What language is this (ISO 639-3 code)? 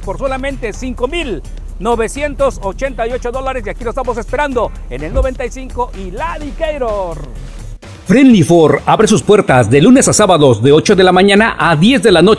spa